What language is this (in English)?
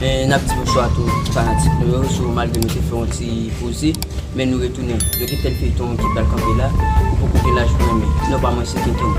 Haitian Creole